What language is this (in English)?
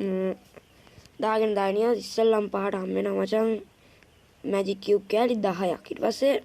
Sinhala